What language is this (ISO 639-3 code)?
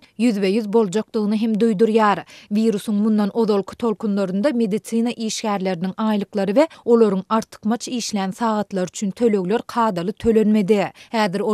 tuk